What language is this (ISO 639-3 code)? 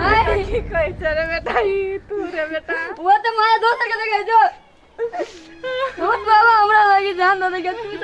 mai